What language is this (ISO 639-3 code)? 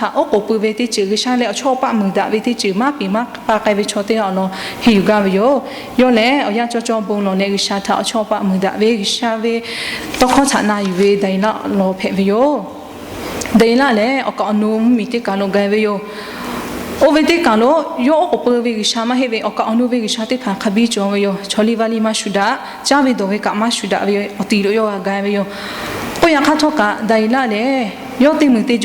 lhu